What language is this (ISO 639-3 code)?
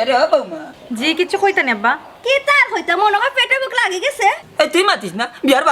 syl